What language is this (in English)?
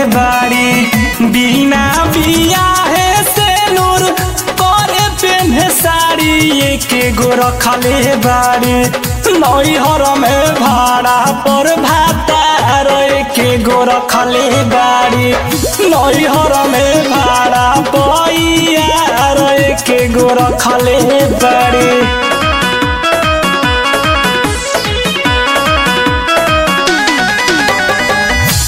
Bhojpuri